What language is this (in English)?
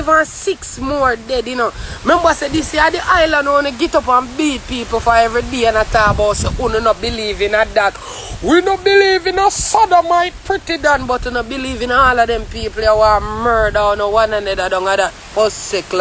Jamaican Creole English